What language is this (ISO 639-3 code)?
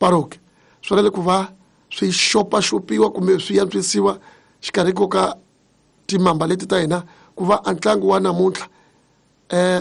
tso